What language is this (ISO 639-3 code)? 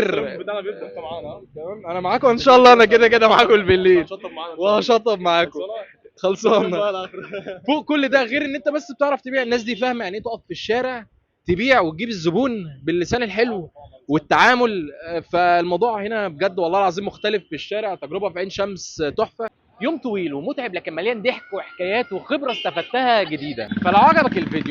arz